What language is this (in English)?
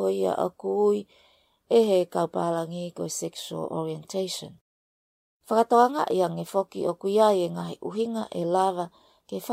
Tongan